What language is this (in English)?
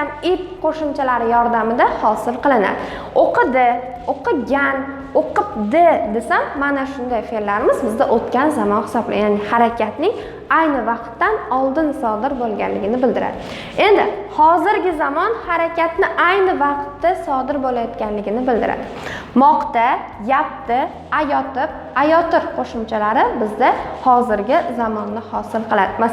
Uzbek